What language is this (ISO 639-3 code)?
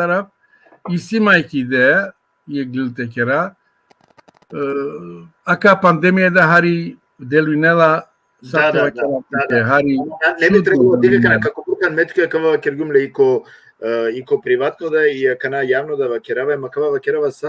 rmn